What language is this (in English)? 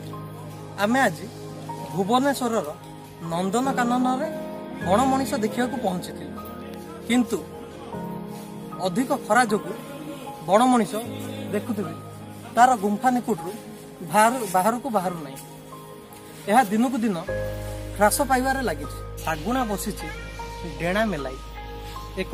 Odia